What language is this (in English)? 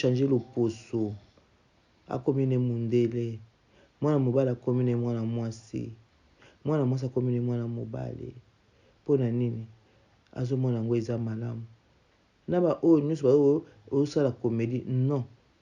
Lingala